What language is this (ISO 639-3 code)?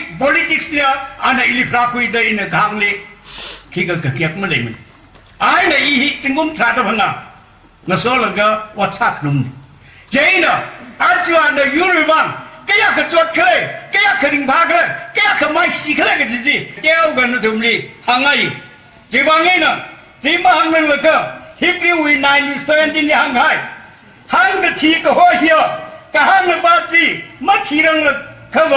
nmf